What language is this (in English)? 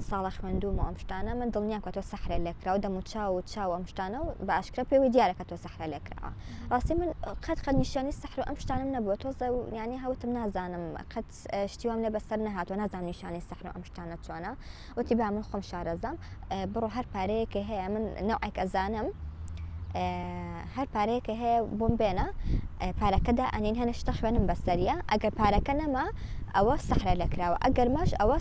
Central Kurdish